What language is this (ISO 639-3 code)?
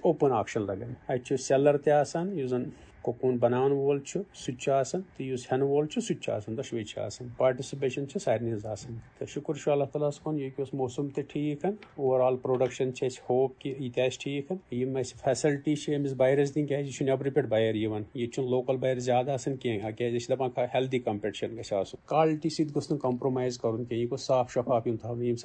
kas